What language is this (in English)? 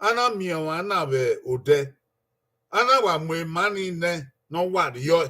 Bini